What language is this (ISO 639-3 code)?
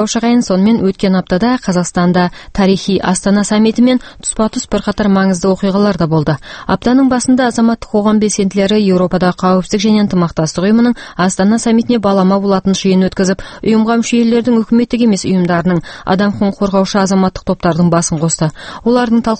kaz